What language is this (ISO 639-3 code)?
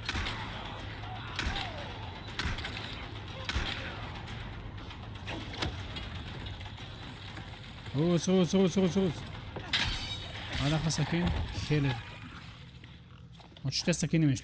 heb